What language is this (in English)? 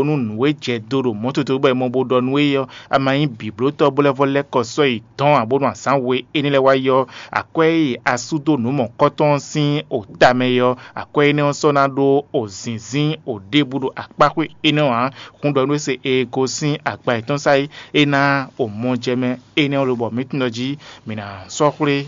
Fon